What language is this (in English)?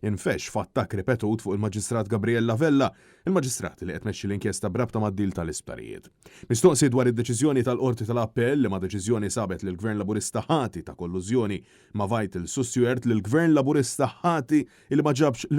Maltese